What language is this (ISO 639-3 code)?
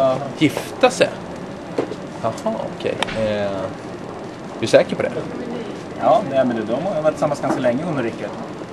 swe